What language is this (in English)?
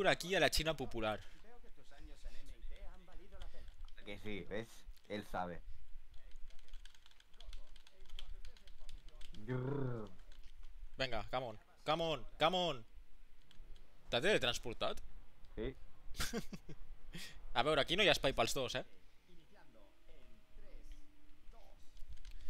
Catalan